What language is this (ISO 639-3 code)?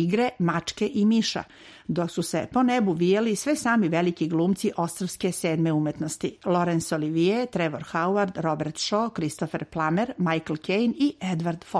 srp